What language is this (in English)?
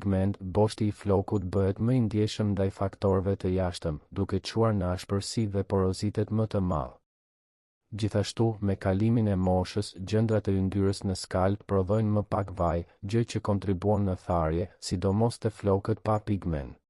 Albanian